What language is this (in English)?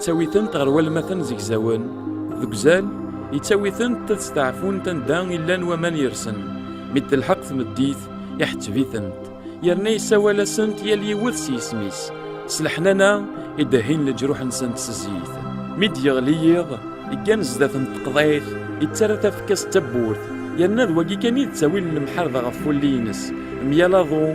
Kabyle